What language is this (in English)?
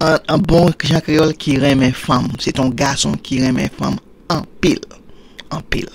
Haitian Creole